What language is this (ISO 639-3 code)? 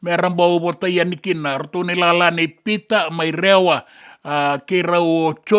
fij